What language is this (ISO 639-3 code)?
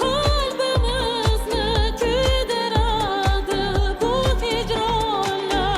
kaa